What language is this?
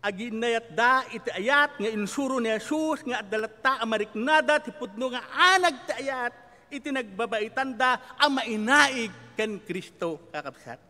Iloko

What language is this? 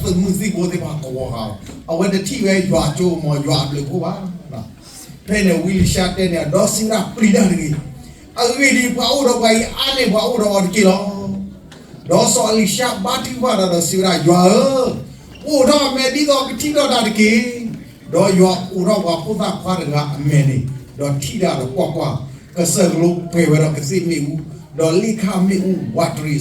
S'gaw Karen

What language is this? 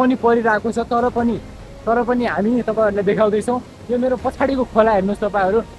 Nepali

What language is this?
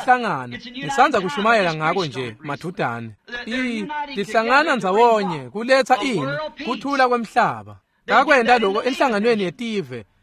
Swati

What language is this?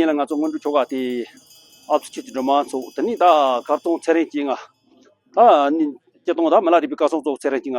Tibetan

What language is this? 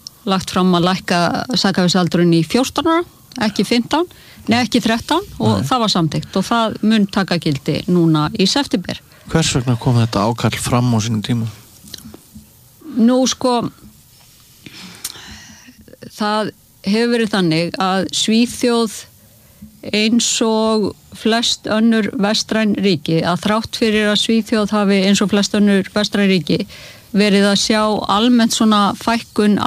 Icelandic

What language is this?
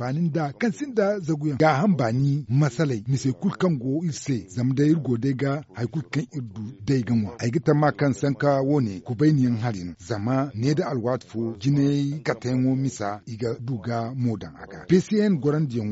Zarma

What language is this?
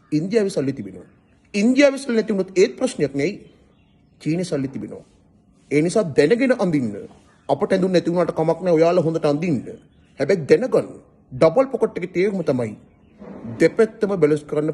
Sinhala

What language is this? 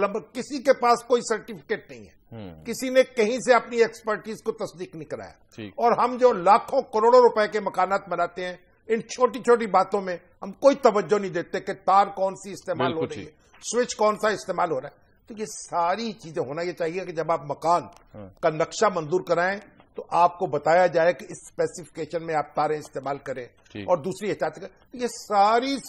Urdu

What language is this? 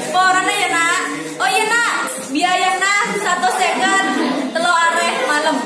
Madurese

